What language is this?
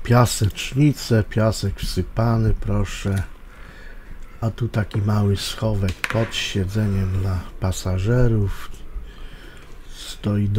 Polish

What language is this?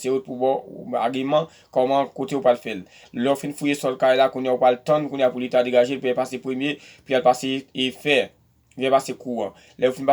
Haitian Creole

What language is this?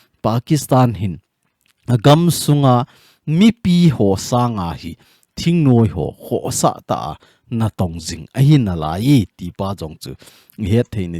Thado Chin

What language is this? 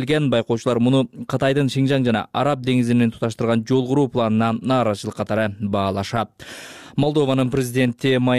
Kyrgyz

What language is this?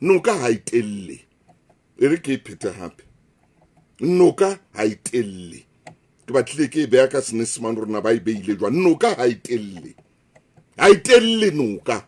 Southern Sotho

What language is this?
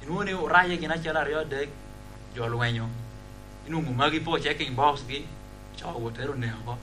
Lango (Uganda)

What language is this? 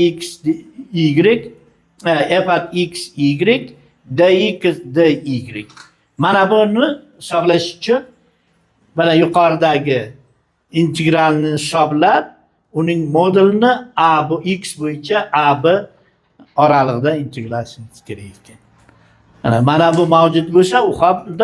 Uzbek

